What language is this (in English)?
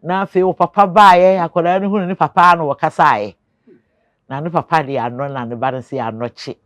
Akan